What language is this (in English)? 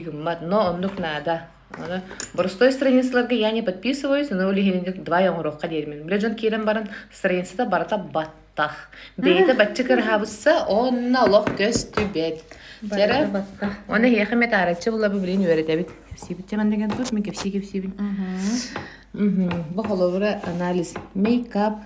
Yakut